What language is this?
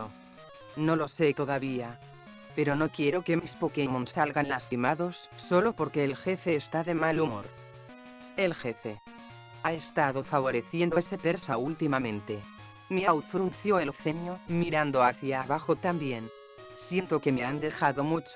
Spanish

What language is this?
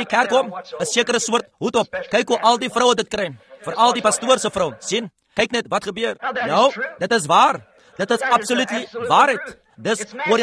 Afrikaans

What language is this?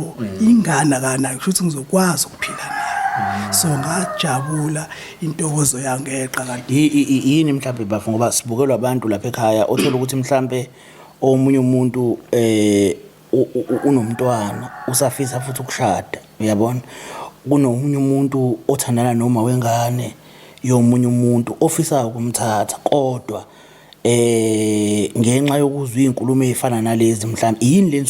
Zulu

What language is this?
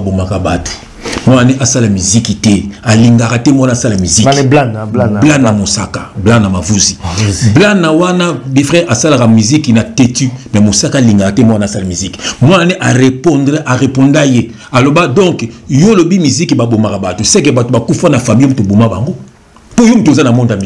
Lingala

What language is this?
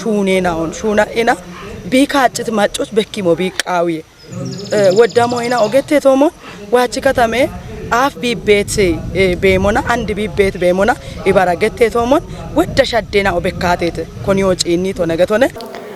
Kafa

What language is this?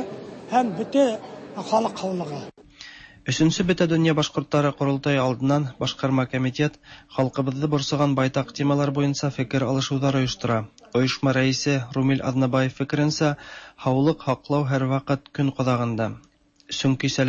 Tatar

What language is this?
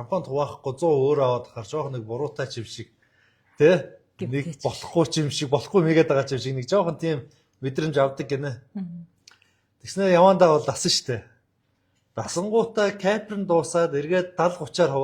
Mongolian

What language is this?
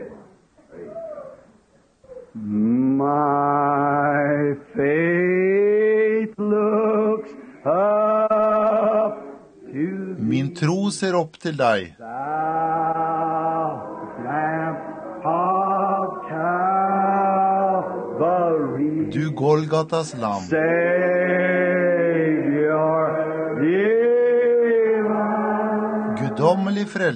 Norwegian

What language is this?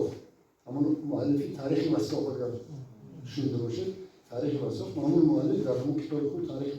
Tajik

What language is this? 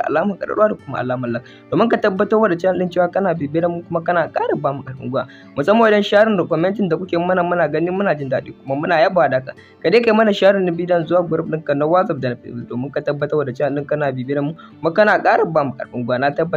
Hausa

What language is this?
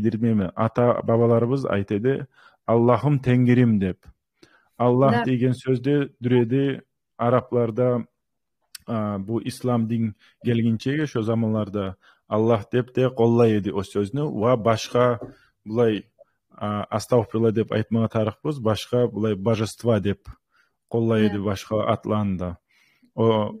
Kumyk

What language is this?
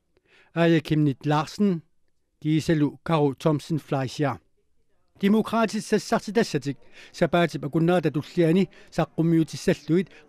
Kalaallisut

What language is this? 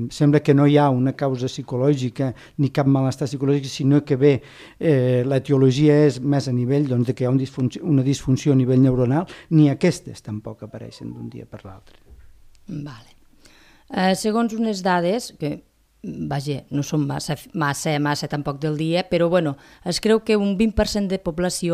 Catalan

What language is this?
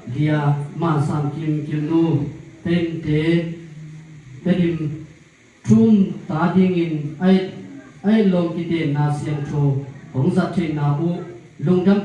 Tedim Chin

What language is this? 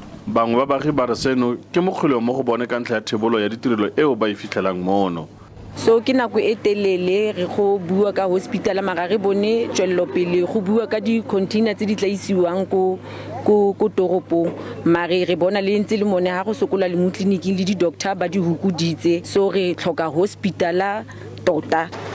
Tswana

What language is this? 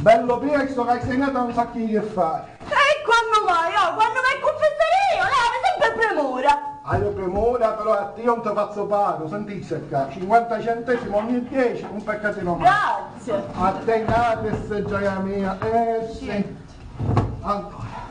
Sicilian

